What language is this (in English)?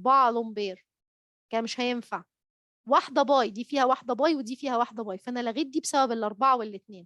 Egyptian Arabic